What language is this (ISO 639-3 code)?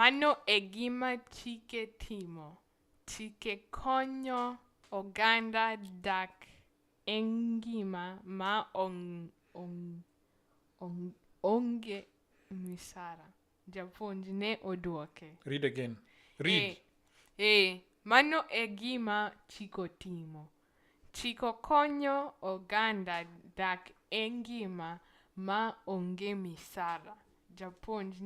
luo